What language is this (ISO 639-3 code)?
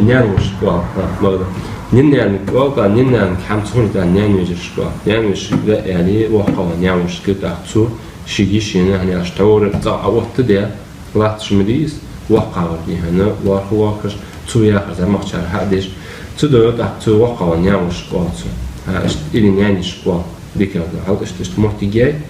inh